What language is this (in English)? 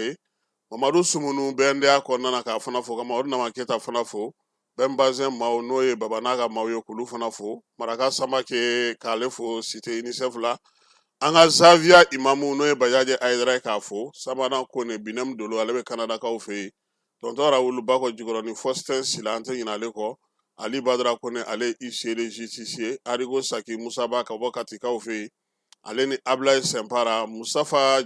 Bambara